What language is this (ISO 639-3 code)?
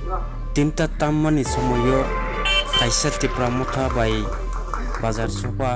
trp